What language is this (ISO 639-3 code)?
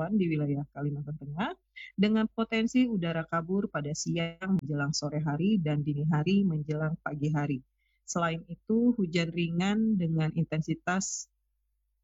ind